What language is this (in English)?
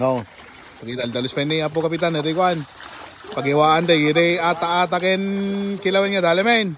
Iloko